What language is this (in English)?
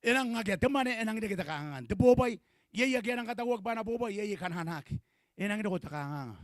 Gilbertese